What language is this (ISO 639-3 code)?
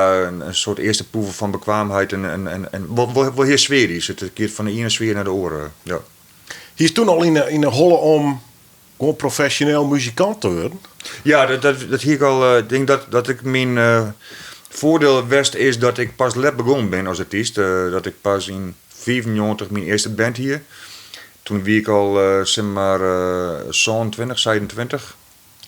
fry